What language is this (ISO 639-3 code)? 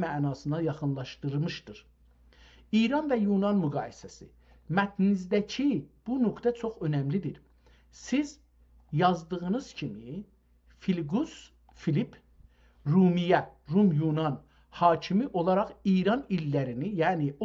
azb